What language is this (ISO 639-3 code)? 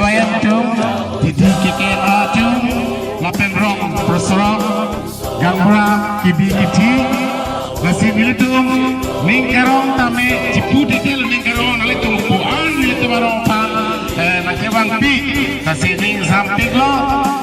mjw